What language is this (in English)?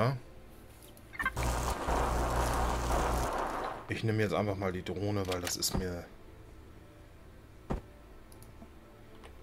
German